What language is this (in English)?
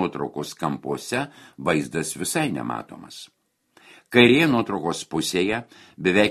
Lithuanian